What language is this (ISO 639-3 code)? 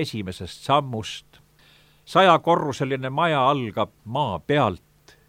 est